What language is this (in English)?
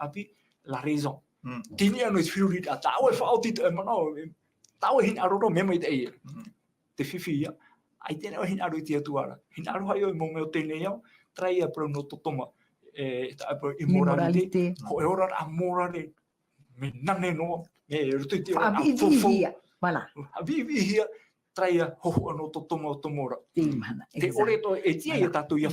Tahitian